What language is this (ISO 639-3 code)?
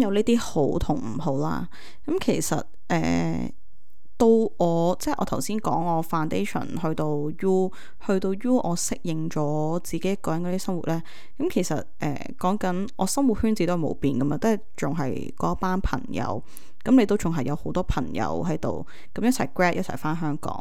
yue